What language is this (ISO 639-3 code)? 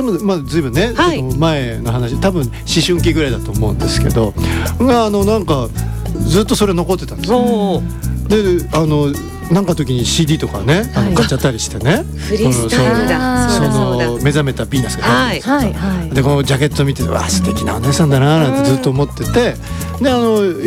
jpn